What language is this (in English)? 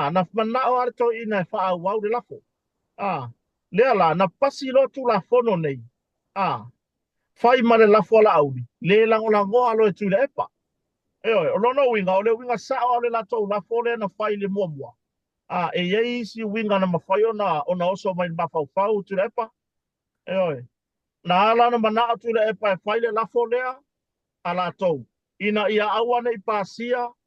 Samoan